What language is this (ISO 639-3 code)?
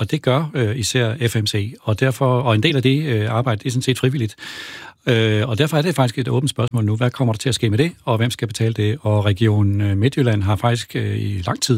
dan